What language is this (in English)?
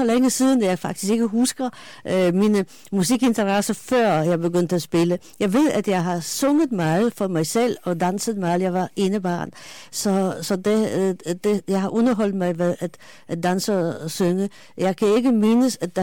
Danish